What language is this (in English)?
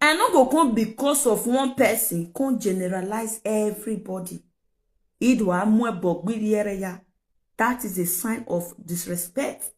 Nigerian Pidgin